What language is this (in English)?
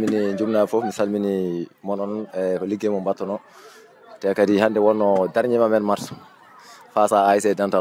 Fula